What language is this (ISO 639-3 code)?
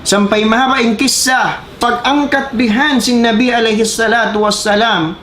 tsg